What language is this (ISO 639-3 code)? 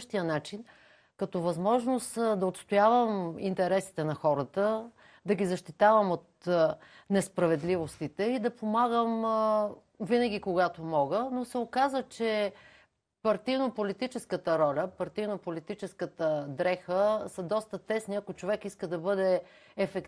bul